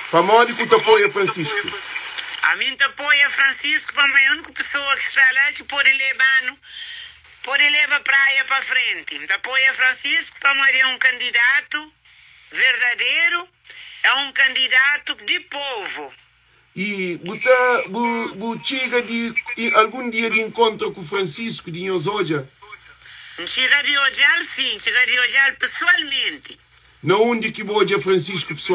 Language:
Kabuverdianu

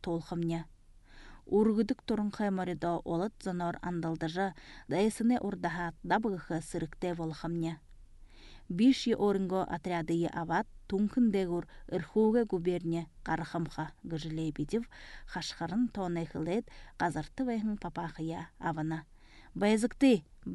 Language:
Buriat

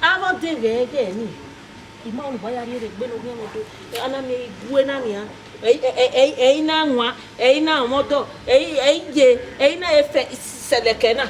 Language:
Bini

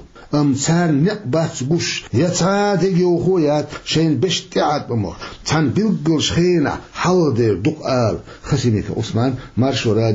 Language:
Chechen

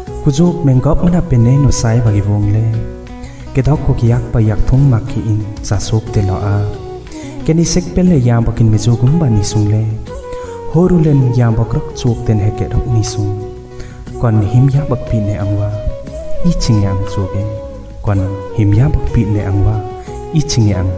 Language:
Limbu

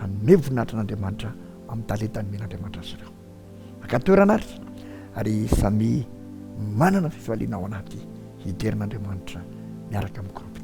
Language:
Malagasy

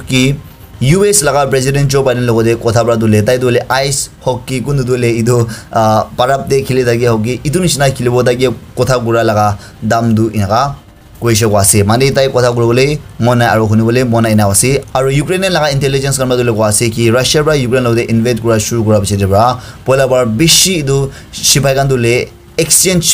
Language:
Naga Pidgin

